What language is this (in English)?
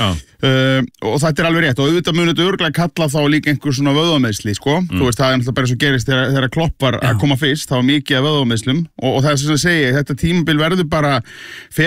Icelandic